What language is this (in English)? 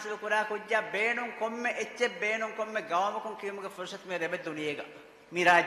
Divehi